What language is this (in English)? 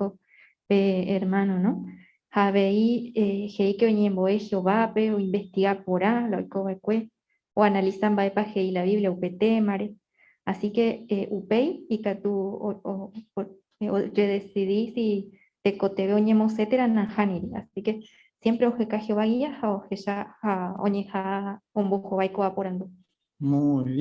Guarani